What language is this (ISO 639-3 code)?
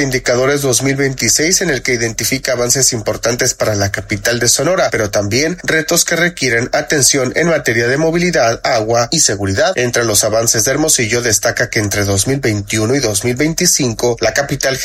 spa